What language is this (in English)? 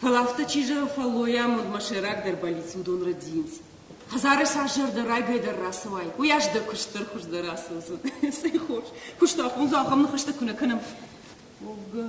Ossetic